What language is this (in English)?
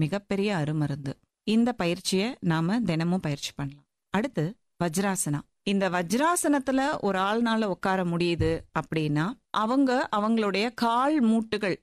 Tamil